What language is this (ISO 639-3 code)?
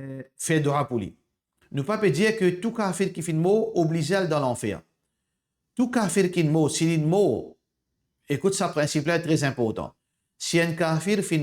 mfe